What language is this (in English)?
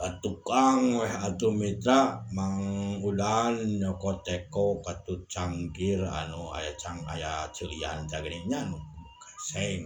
Sundanese